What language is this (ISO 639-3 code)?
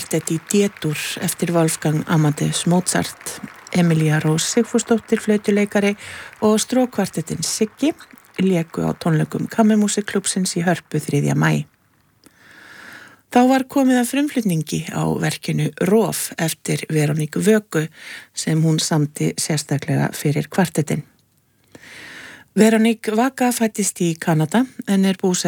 isl